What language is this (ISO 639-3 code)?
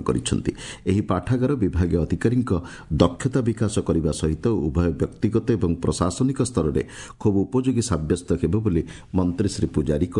ori